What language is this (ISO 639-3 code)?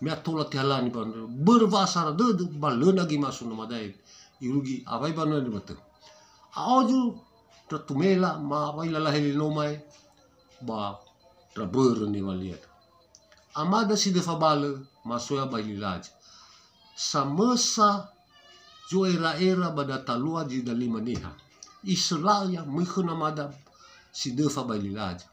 nia